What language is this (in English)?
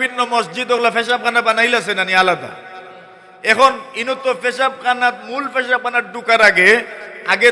Sylheti